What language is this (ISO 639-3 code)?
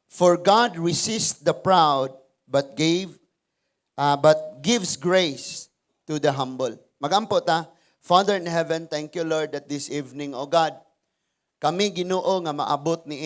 ceb